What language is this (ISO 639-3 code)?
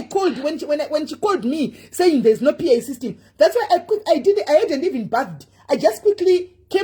sna